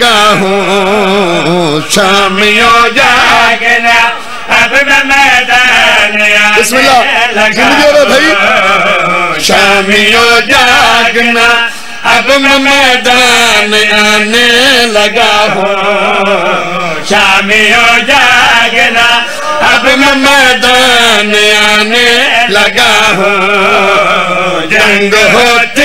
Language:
Urdu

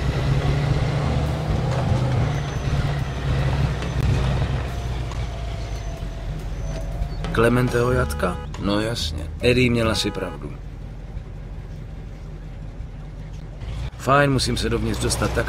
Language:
Czech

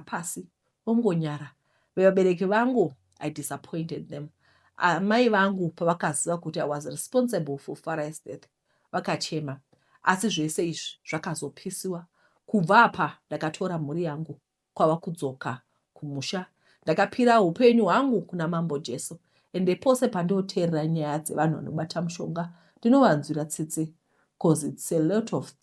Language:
Shona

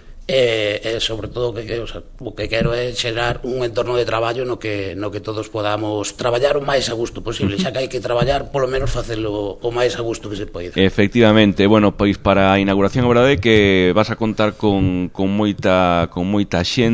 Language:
Galician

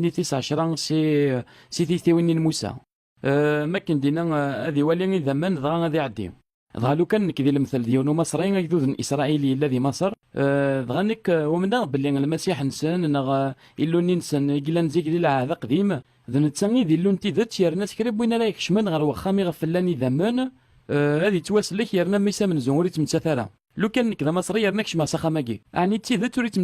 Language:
Kabyle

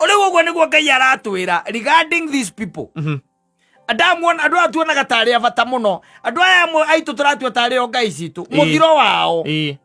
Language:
Kikuyu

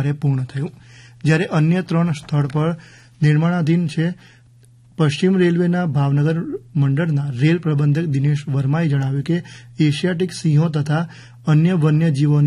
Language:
Gujarati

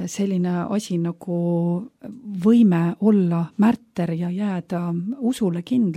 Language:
Estonian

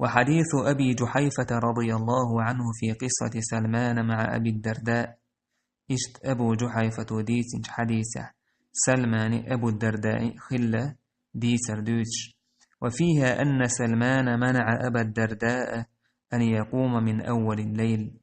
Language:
Chechen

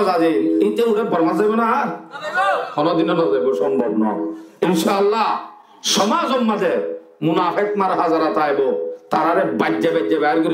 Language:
Rohingya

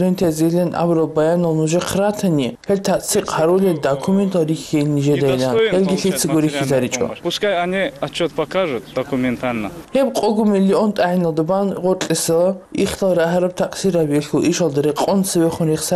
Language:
Avaric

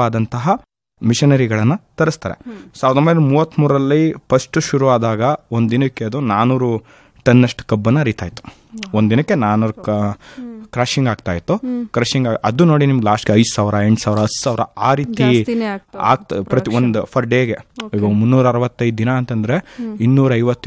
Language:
Kannada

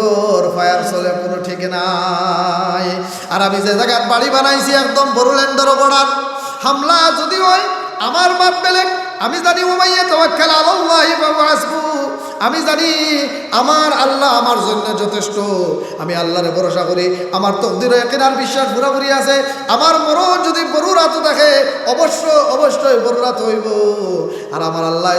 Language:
Sylheti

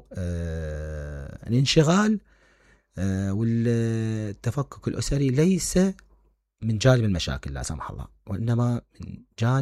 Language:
Mesopotamian Arabic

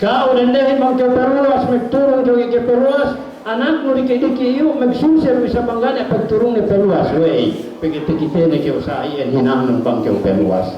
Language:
Yakan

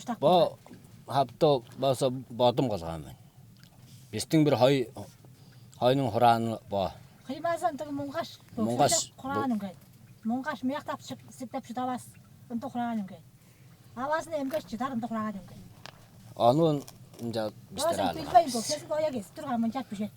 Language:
Tuvinian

